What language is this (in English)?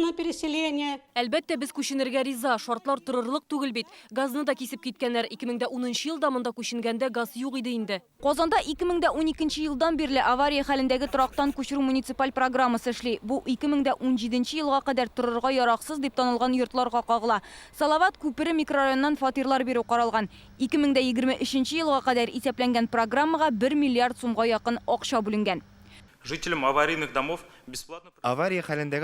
Tatar